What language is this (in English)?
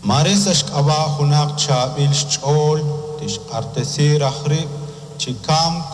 Kekchí